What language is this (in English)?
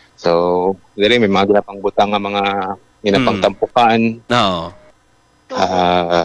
Hiligaynon